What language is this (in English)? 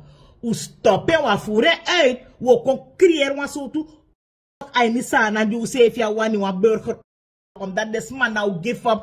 Sranan Tongo